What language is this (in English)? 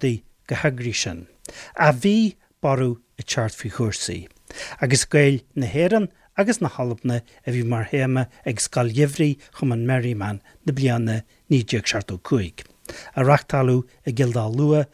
Irish